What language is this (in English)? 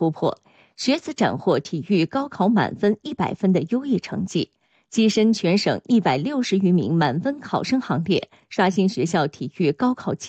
Chinese